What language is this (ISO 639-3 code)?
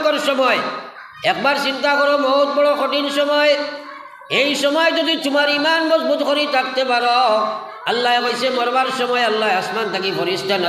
syl